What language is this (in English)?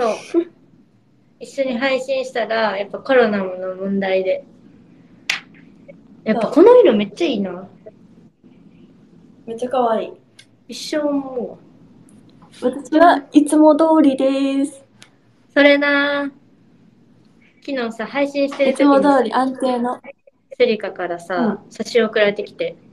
Japanese